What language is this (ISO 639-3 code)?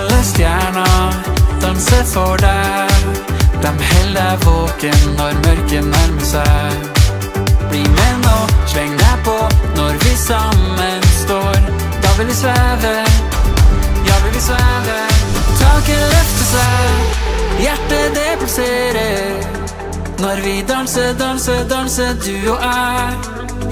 nor